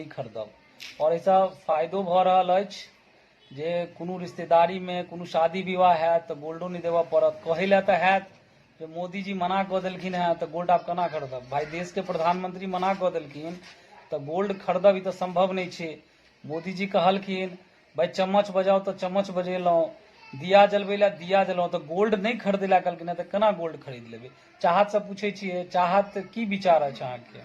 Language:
Maithili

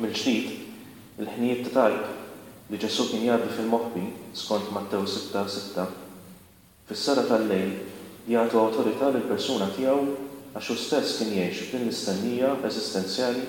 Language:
Maltese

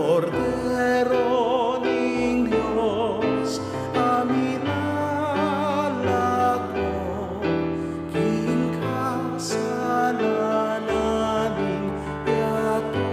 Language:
Pampanga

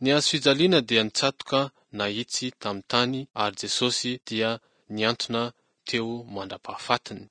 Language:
Malagasy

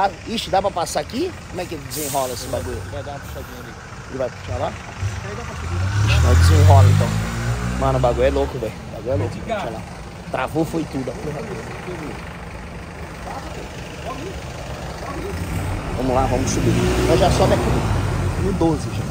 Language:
Portuguese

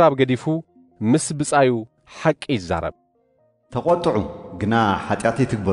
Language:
Tigrinya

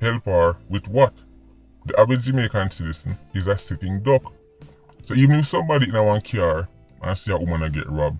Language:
Jamaican Creole English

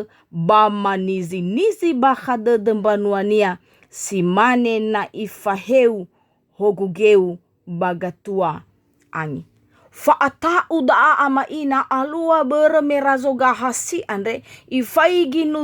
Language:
Nias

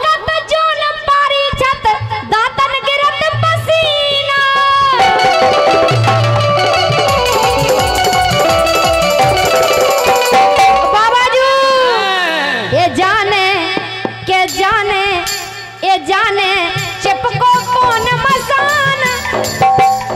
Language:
Bundeli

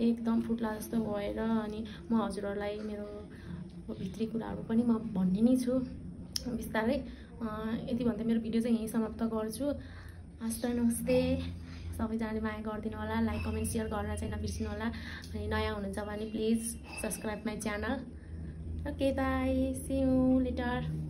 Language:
Nepali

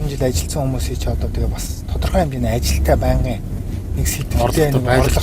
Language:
Mongolian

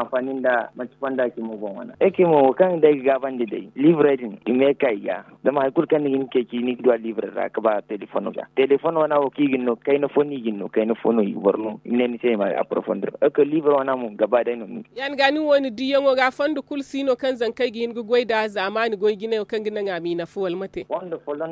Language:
Zarma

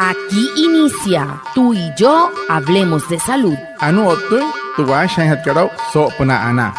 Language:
Wayuu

